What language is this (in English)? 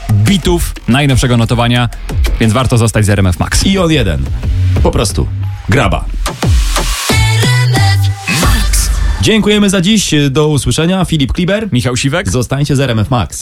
Polish